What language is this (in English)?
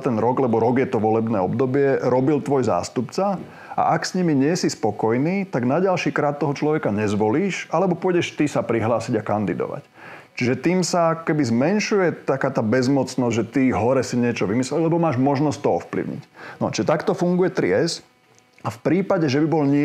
Slovak